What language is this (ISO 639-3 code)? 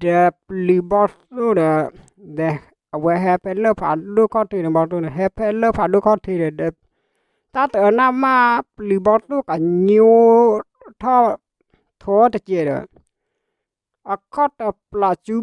ksw